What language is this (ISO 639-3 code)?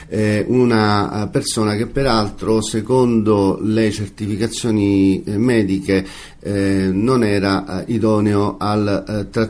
ita